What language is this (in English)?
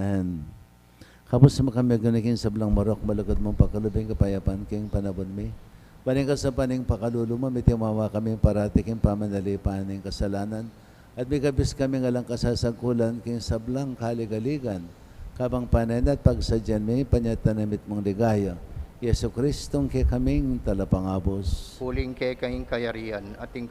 Pampanga